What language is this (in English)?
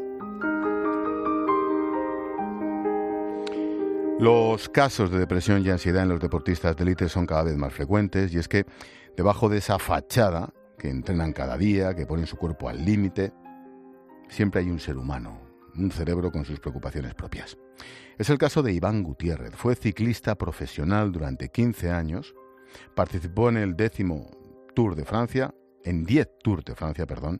Spanish